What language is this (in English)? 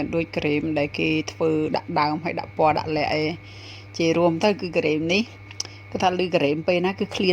Khmer